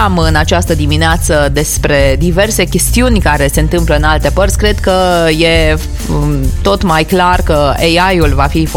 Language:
Romanian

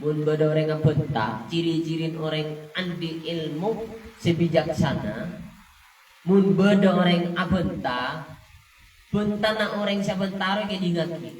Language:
Madurese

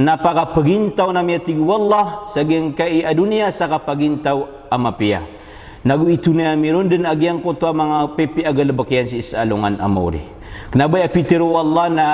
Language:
Maranao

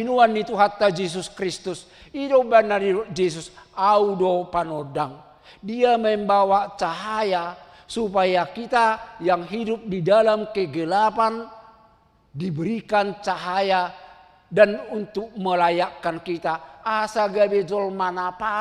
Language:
Batak Toba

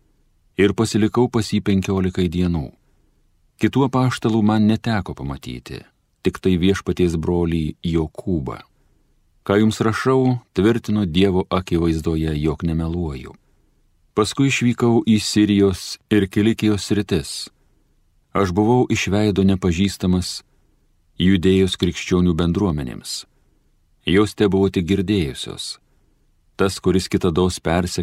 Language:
Lithuanian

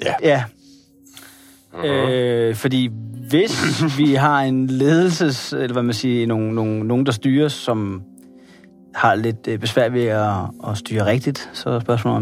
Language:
Danish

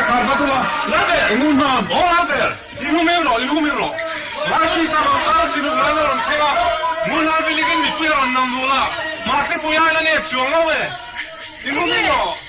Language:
Mizo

